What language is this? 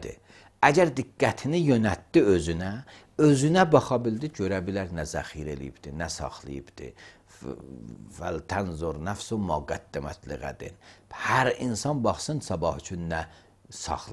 Azerbaijani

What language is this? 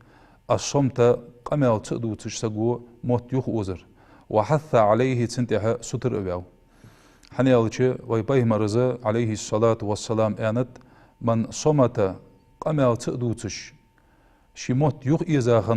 Ingush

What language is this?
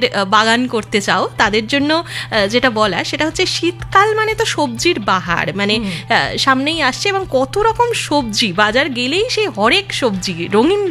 Bangla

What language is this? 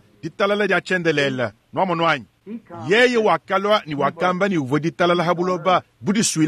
Luba-Lulua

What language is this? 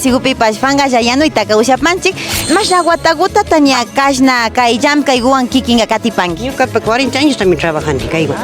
Imbabura Highland Quichua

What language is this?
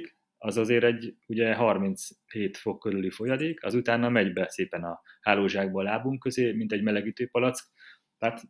Hungarian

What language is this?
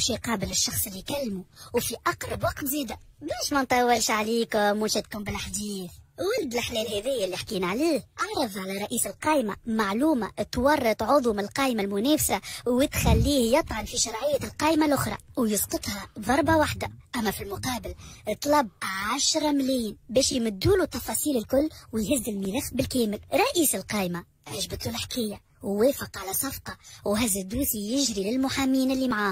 Tunisian Arabic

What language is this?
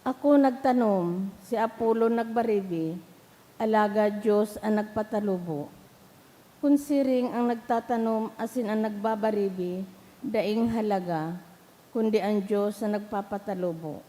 Bikol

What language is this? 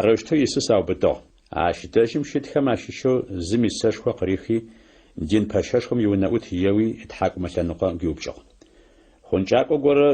Adyghe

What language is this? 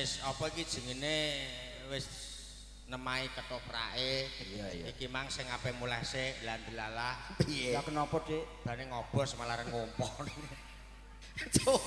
Javanese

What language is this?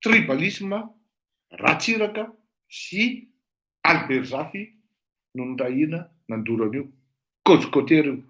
Malagasy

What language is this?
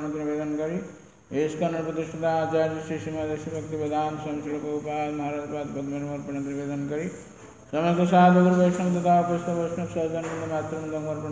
Odia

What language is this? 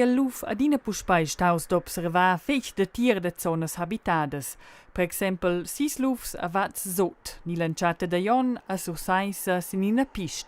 Romansh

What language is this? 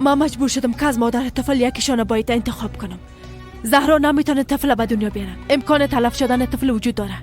Persian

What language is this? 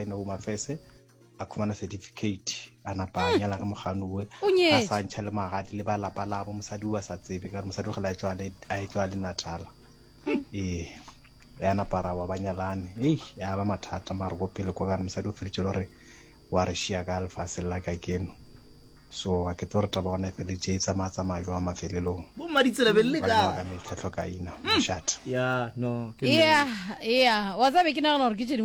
Northern Sotho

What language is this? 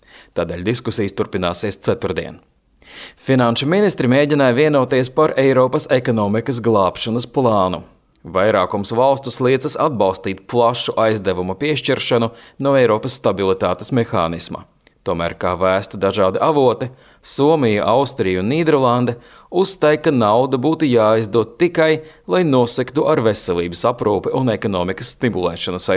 Latvian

